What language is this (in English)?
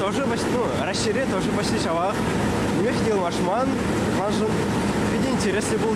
Chuvash